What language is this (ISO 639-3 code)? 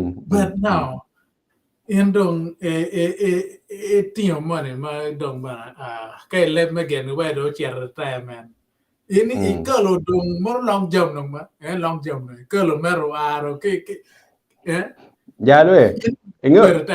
ach